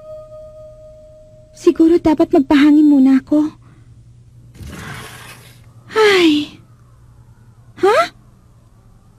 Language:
Filipino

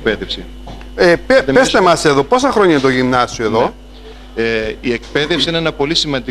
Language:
Greek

